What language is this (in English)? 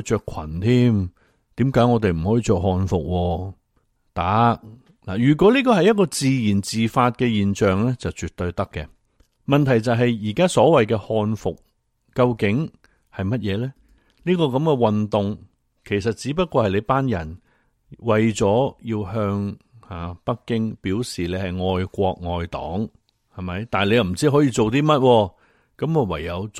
Cantonese